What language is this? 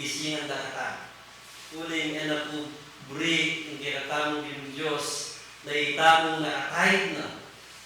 Pampanga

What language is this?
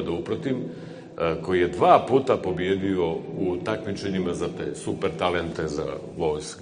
Bosnian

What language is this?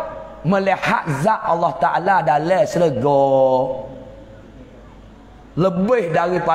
Malay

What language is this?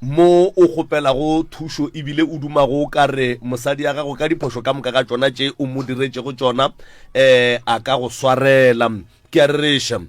Northern Sotho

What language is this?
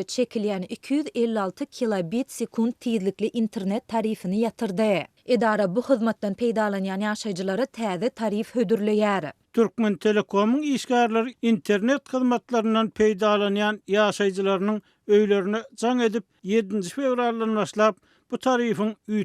Turkmen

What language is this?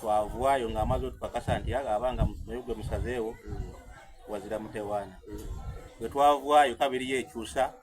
Soga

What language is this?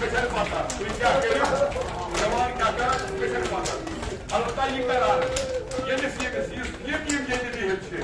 Kashmiri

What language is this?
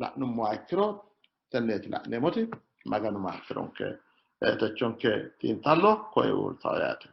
Sidamo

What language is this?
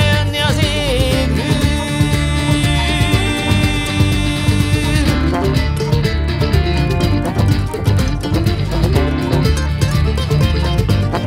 Hungarian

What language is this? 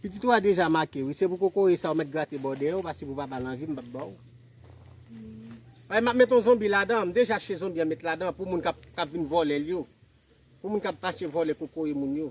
Haitian Creole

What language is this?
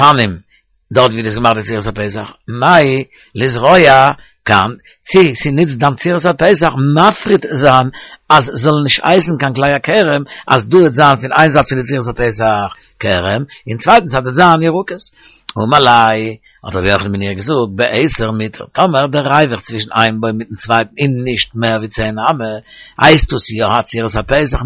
Yiddish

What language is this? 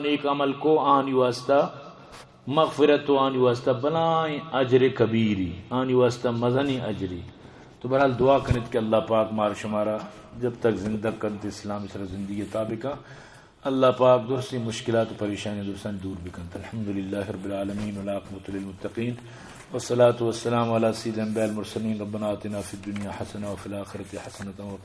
Eastern Balochi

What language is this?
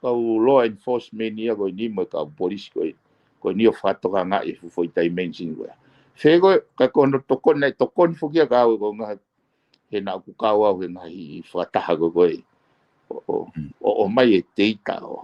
Tongan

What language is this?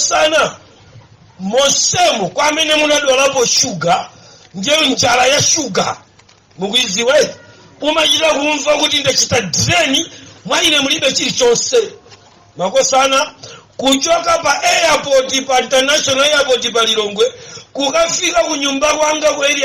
Nyanja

